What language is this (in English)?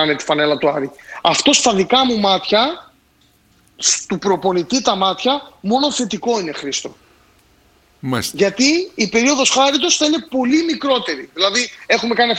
Greek